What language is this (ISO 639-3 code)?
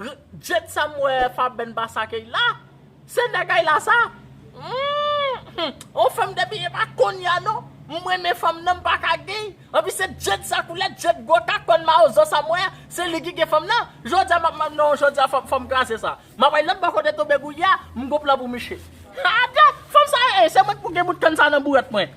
hat